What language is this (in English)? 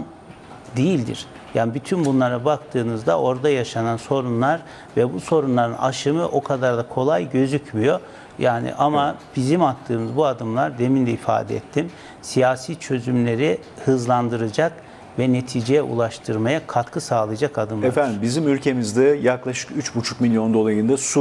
Turkish